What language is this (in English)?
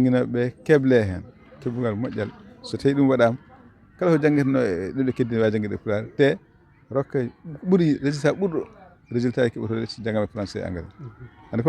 Fula